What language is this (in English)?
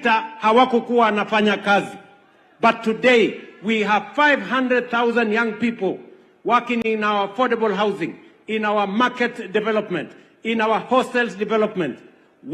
Gusii